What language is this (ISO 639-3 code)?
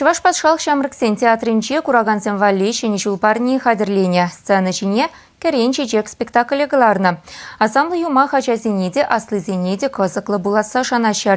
chv